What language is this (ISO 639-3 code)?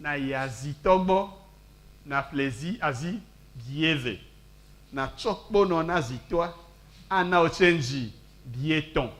ewe